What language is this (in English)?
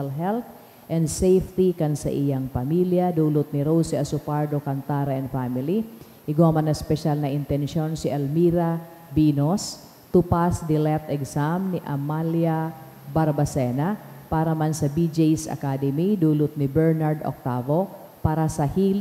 Bikol